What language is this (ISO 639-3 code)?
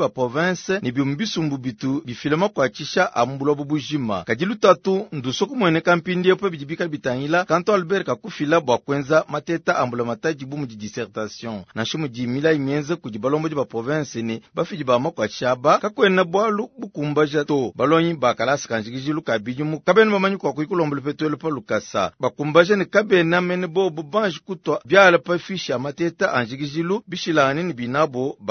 lua